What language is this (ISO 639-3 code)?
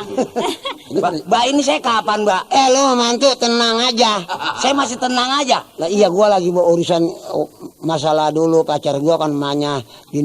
bew